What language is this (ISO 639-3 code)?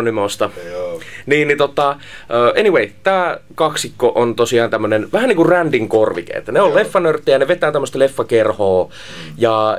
fin